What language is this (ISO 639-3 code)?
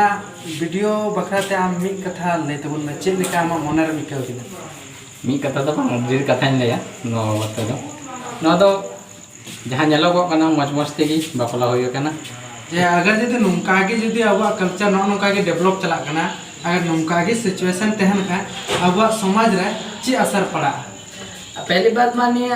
sat